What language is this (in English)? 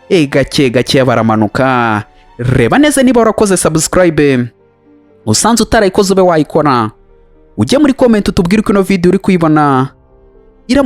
Kinyarwanda